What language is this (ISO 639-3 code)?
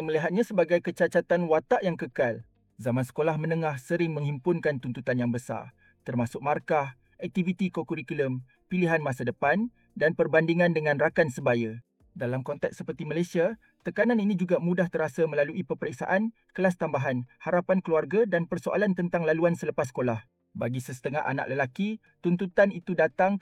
msa